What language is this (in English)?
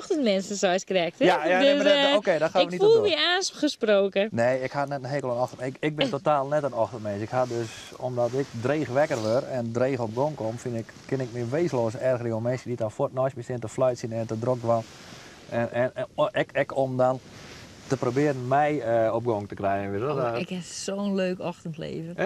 Western Frisian